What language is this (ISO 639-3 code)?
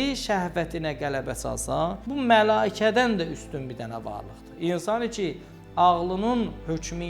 aze